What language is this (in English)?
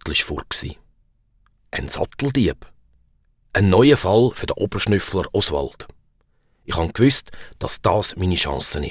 Swiss German